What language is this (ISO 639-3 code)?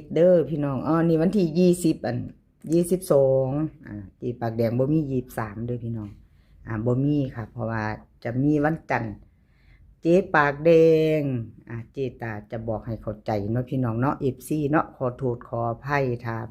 lao